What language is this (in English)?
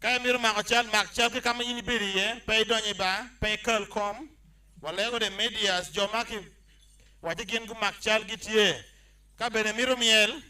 Acoli